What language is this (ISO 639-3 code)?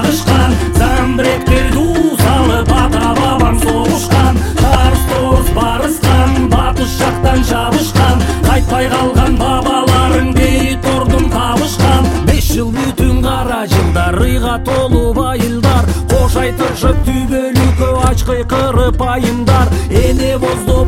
kir